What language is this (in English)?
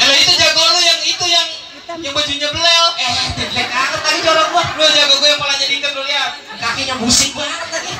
Betawi